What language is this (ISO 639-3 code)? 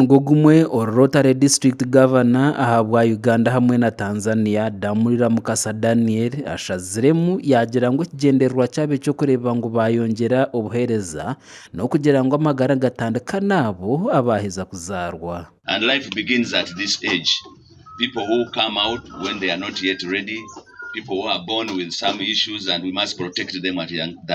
nyn